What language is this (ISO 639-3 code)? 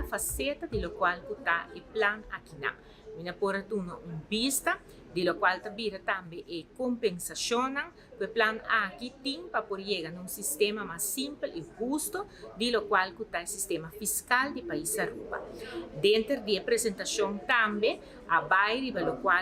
pap